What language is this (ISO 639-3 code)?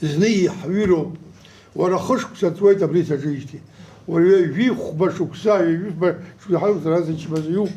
abk